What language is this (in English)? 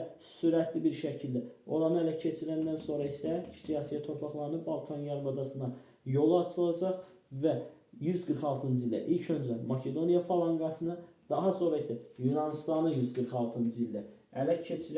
Azerbaijani